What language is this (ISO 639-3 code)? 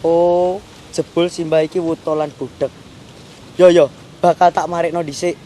jav